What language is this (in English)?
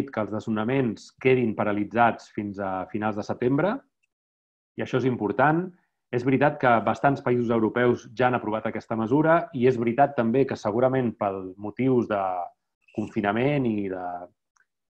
Catalan